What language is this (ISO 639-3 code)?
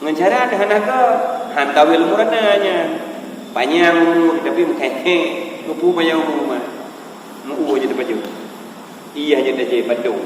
ace